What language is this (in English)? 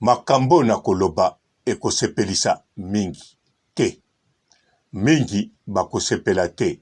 Lingala